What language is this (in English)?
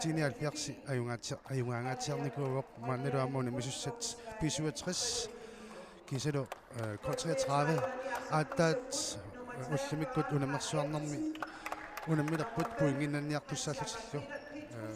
Kalaallisut